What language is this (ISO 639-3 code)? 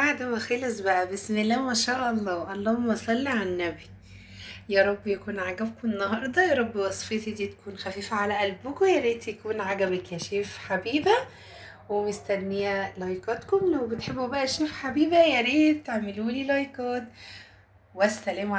arz